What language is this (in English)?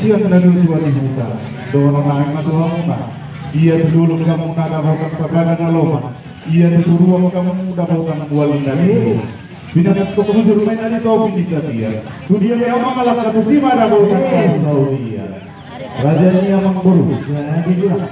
Batak Toba